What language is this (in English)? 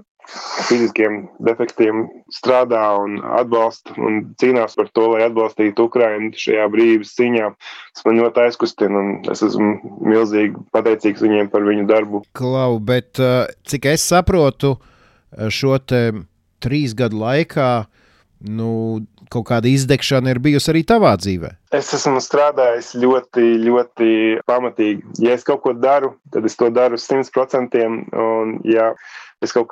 Latvian